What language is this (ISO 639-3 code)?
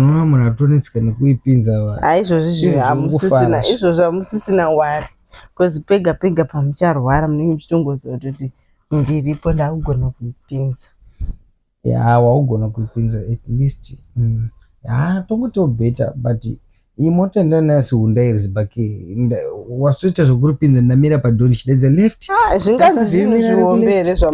sna